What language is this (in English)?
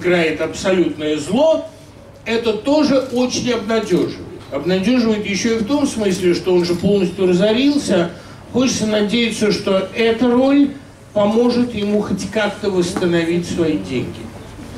Russian